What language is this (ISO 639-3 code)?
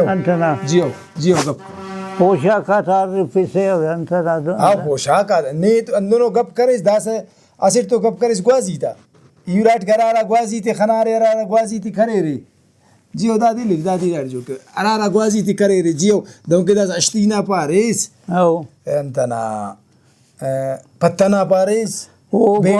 brh